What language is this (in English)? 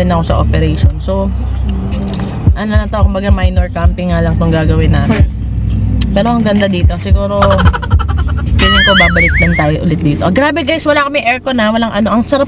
Filipino